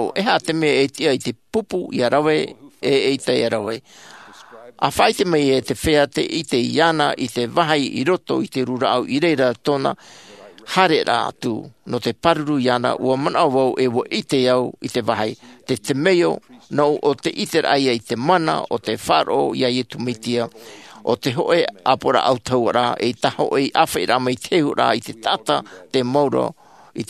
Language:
Tahitian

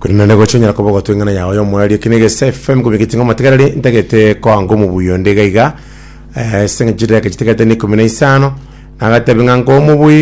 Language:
Gusii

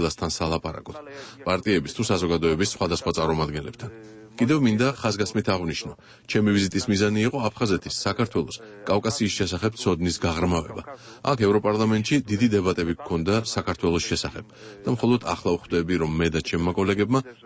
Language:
Georgian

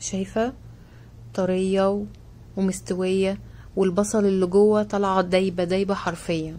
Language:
Egyptian Arabic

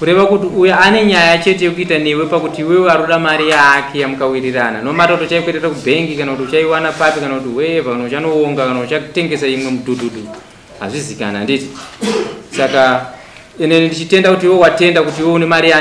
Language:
Shona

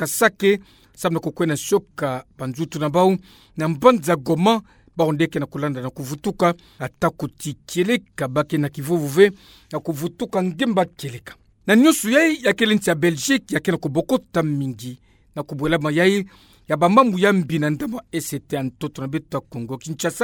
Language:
Kituba (Democratic Republic of Congo)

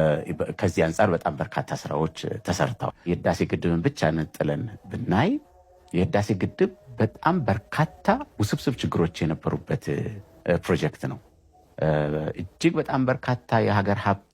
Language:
Amharic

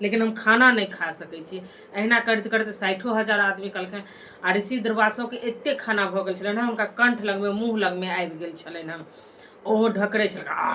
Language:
Maithili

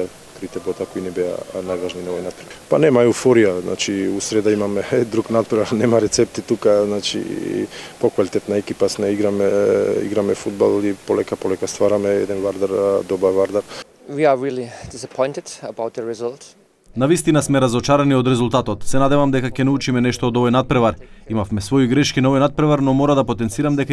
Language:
Macedonian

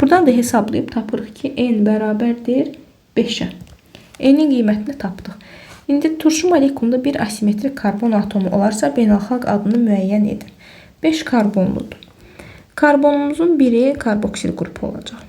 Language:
Azerbaijani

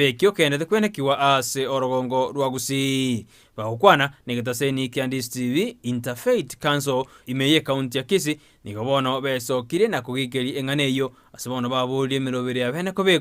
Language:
Gusii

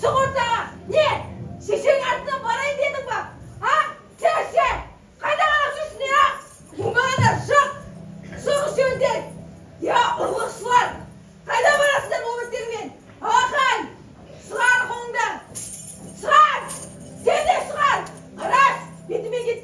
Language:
Kazakh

